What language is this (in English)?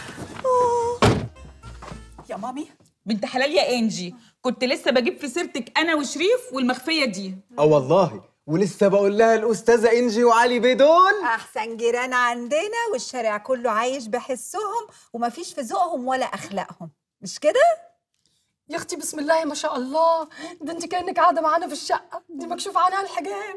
Egyptian Arabic